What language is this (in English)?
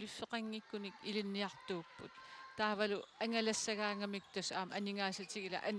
Kalaallisut